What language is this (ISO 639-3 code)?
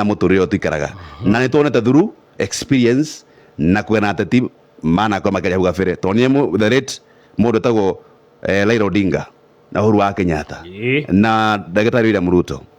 kik